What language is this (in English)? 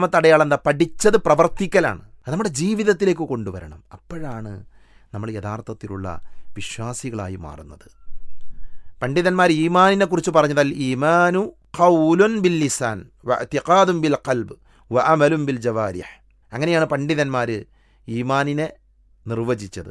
Malayalam